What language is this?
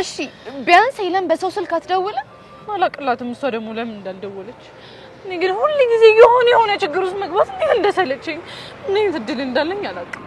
Amharic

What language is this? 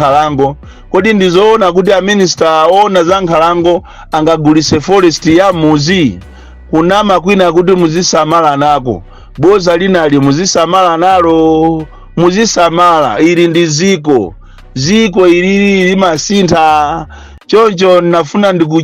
Nyanja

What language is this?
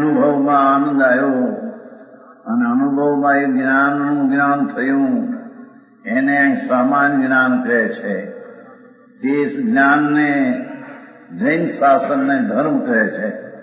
Gujarati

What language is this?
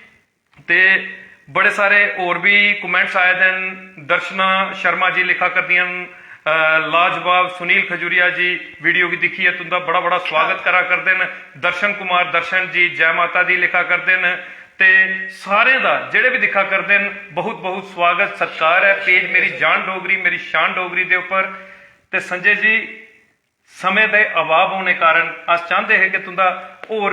Dogri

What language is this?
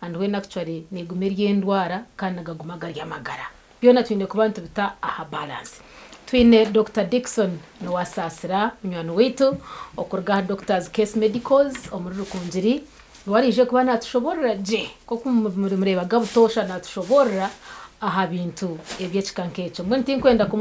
Nyankole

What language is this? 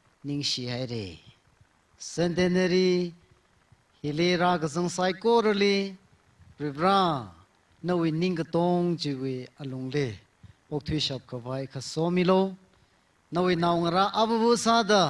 Tangkhul Naga (India)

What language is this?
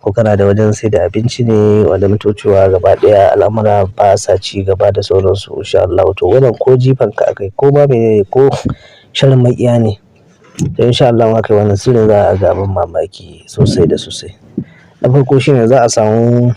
Hausa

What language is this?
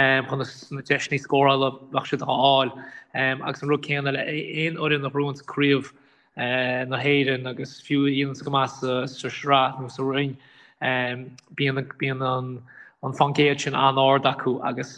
Irish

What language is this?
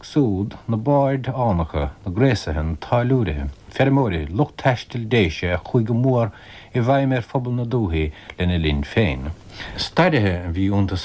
Irish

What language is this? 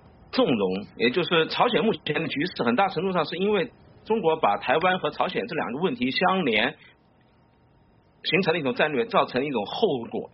Chinese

